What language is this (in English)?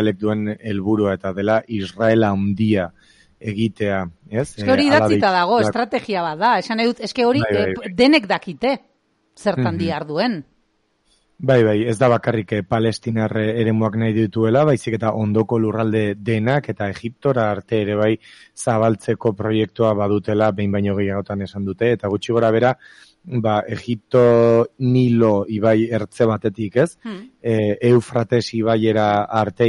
Basque